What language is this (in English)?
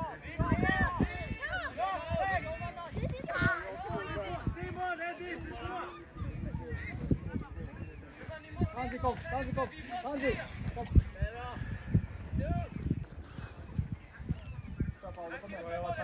Swedish